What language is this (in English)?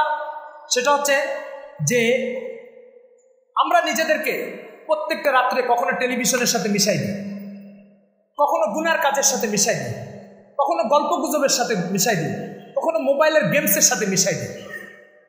Bangla